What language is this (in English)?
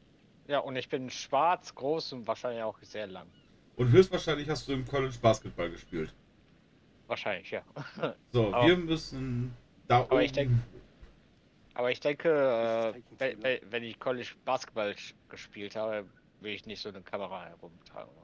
German